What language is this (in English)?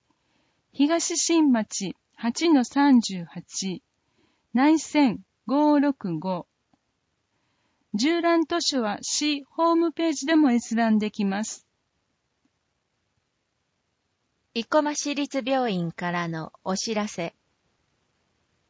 Japanese